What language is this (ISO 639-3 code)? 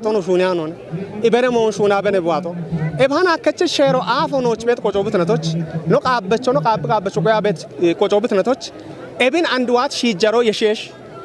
kbr